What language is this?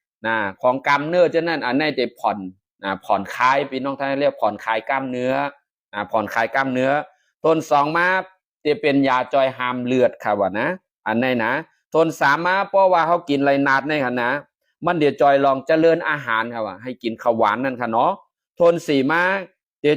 Shan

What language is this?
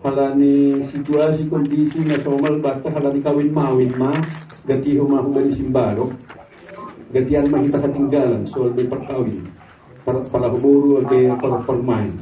Batak Simalungun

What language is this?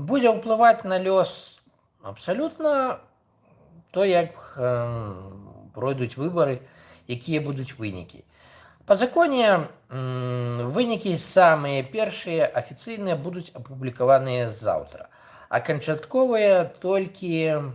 Belarusian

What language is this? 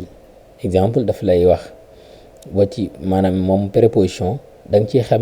Wolof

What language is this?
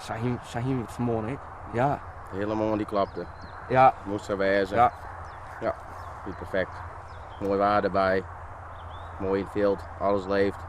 Western Frisian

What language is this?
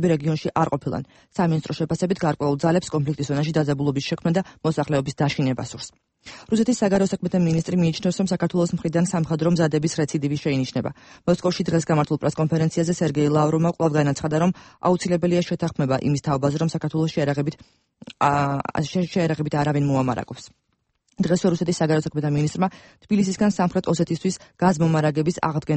Georgian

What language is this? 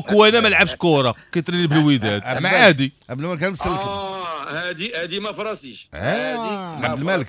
Moroccan Arabic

